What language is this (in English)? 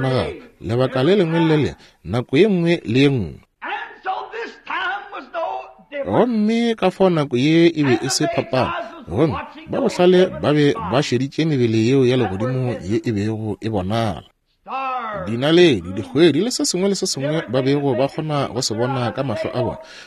Northern Sotho